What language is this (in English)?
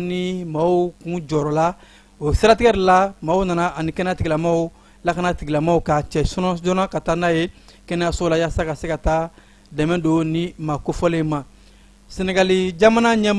Bambara